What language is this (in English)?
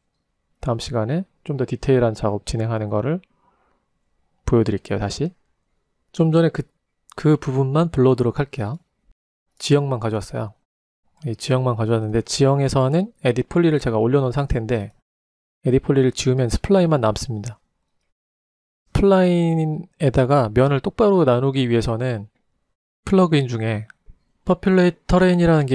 Korean